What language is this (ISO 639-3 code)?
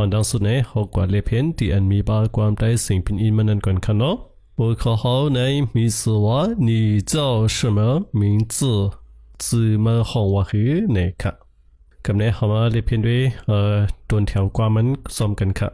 shn